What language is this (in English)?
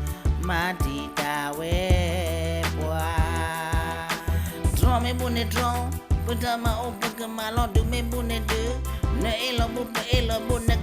S'gaw Karen